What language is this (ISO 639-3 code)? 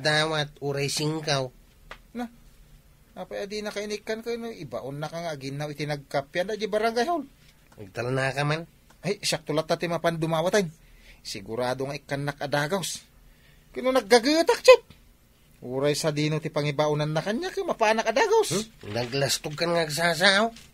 ilo